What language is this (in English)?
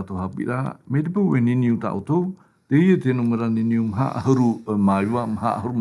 Tahitian